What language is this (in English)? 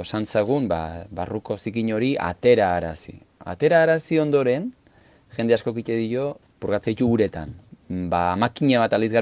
Basque